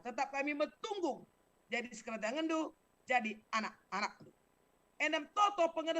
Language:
Batak Karo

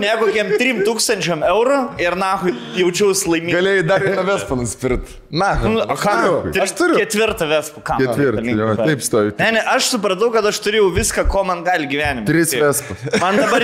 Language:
Lithuanian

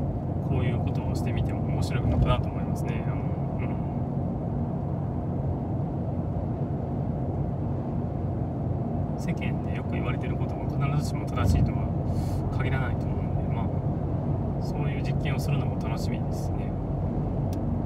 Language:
Japanese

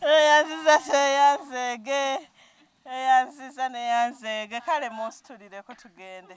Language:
Ganda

